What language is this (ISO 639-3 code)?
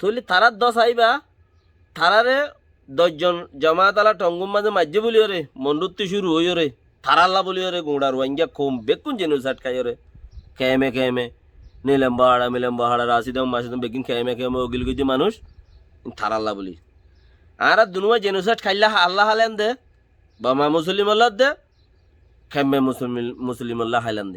rhg